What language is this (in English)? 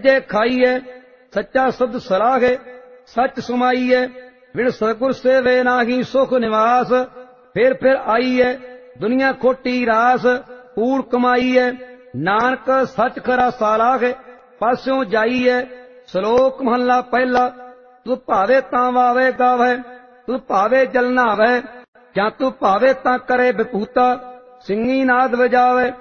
Punjabi